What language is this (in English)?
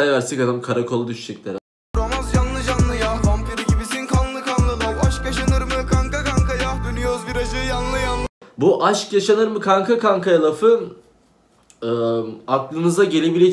Turkish